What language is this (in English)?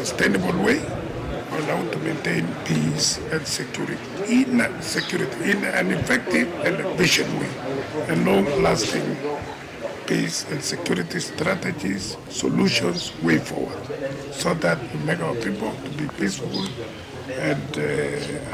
Kamba